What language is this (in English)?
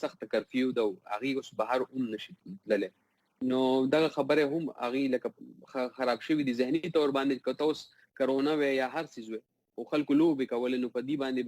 Pashto